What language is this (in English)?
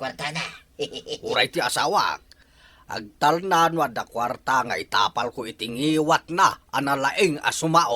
Iloko